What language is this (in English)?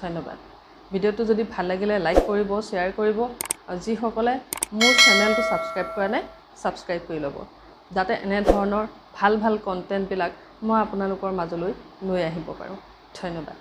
Assamese